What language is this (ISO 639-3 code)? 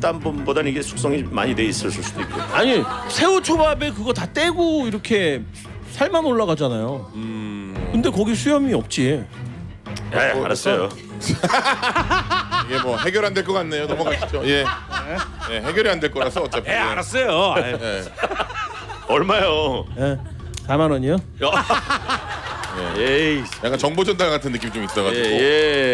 kor